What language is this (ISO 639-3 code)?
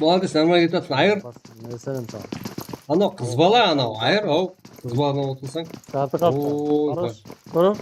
kaa